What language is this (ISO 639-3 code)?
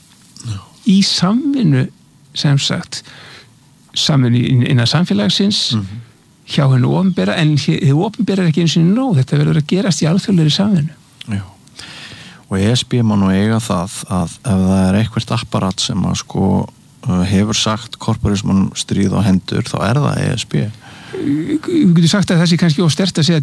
isl